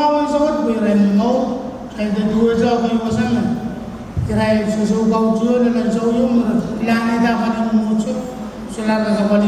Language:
Pohnpeian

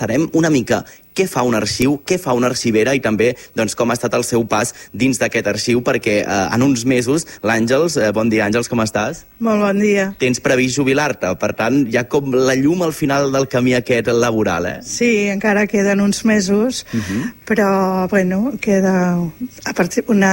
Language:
Catalan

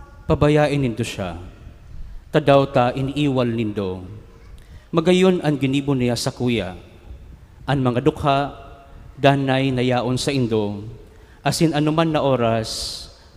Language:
Bikol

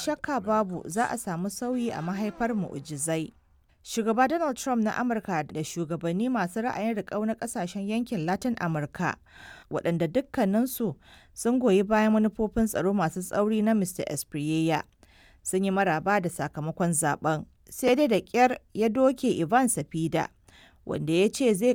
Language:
Hausa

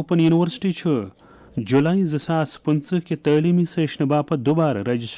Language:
Kashmiri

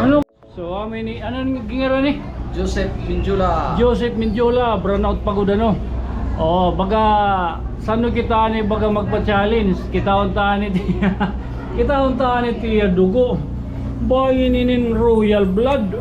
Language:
Waray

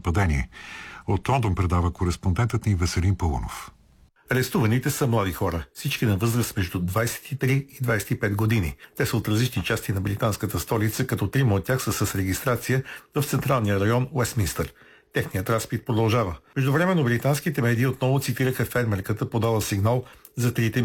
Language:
Bulgarian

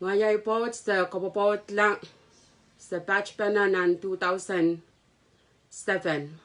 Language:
Pohnpeian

